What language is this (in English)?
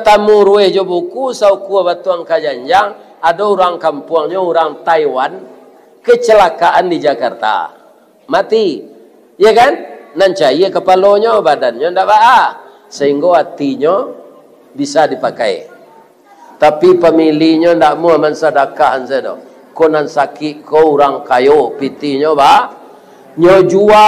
Minangkabau